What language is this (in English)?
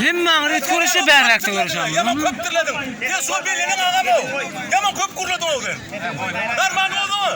Turkmen